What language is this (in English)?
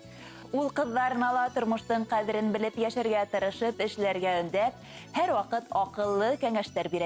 Bashkir